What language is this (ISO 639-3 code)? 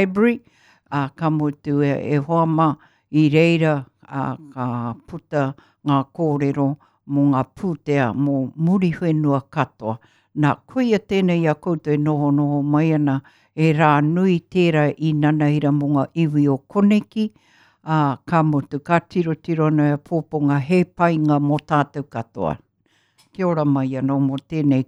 mri